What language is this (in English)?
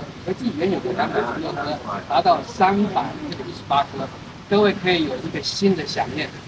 Chinese